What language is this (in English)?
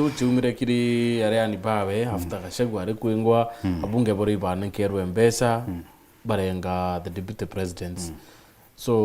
Meru